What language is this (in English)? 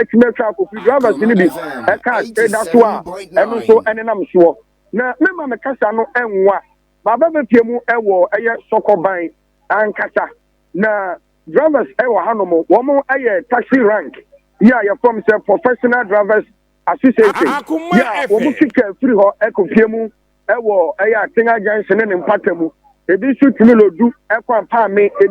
Akan